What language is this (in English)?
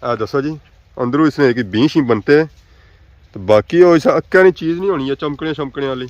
Pahari-Potwari